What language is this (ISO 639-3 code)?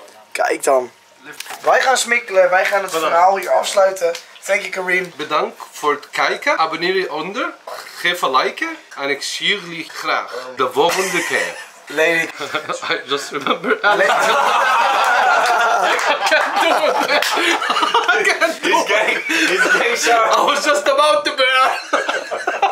nld